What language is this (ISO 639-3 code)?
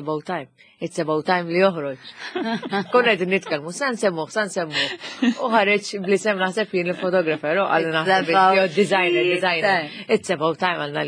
mlt